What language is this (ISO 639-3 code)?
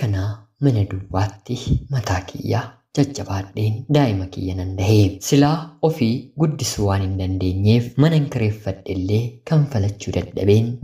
orm